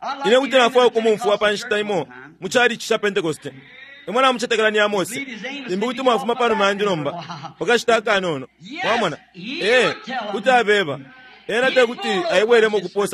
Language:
Bemba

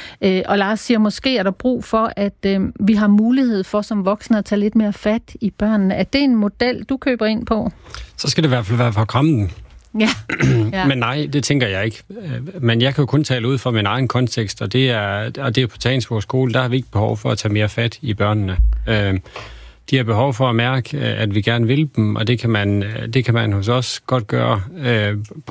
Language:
Danish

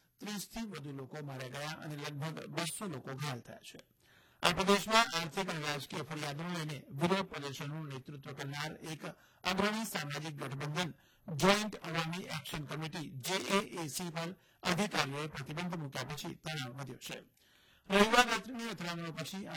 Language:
Gujarati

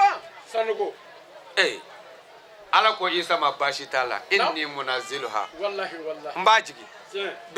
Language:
Bambara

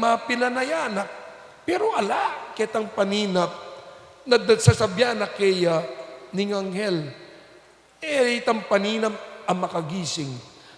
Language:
Pampanga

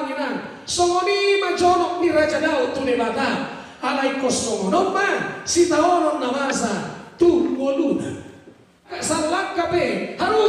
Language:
Batak Toba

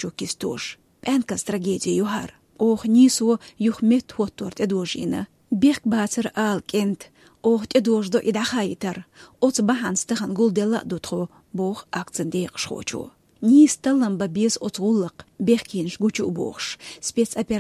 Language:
Chechen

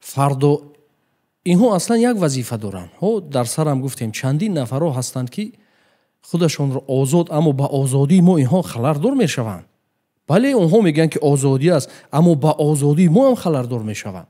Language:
Tajik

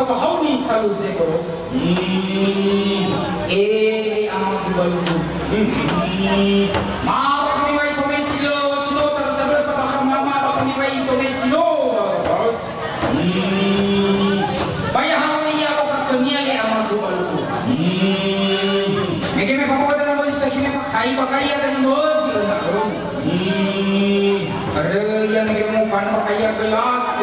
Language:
Nias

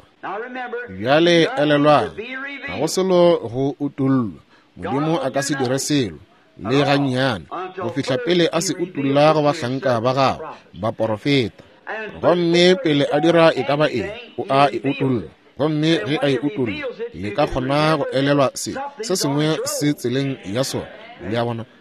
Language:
Northern Sotho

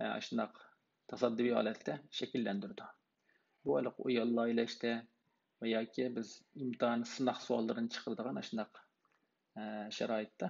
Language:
Uyghur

